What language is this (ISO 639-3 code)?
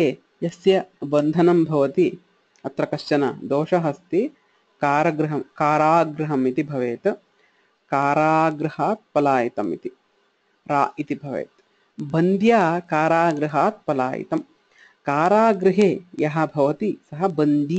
san